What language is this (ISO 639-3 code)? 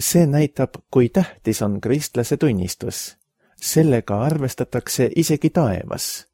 est